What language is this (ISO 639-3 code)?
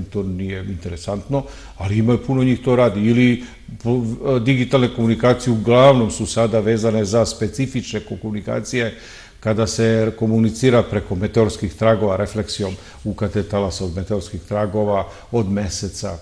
srp